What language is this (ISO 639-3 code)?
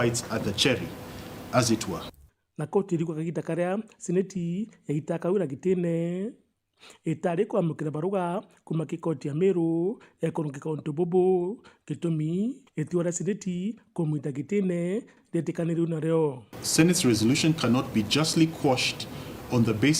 mer